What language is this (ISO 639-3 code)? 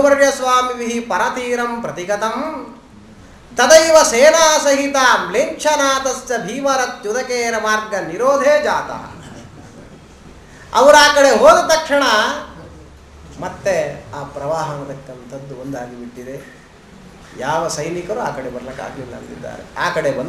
kan